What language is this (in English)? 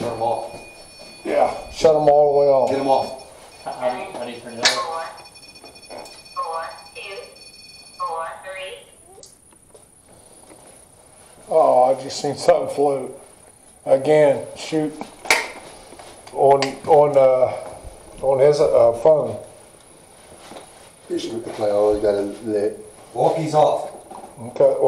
English